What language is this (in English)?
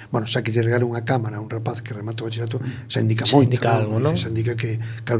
Galician